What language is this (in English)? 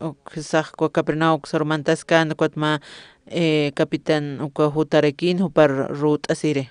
Aymara